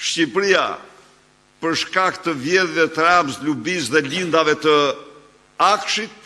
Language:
Albanian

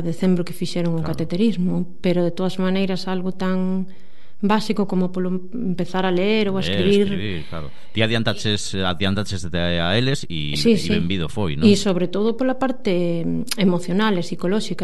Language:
Galician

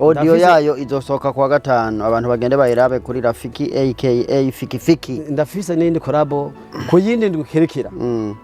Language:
Rundi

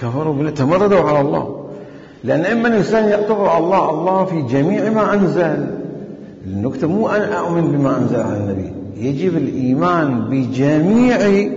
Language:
Mesopotamian Arabic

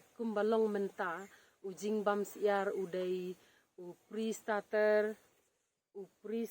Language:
Khasi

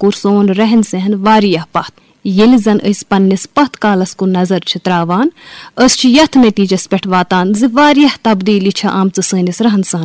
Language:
Kashmiri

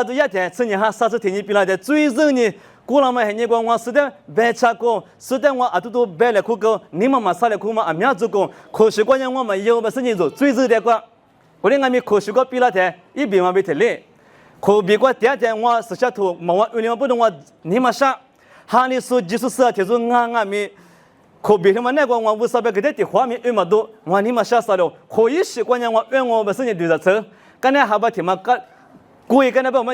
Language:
Lisu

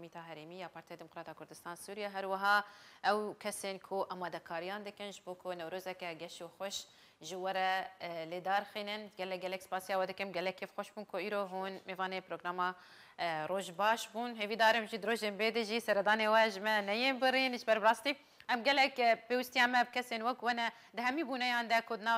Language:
Kurdish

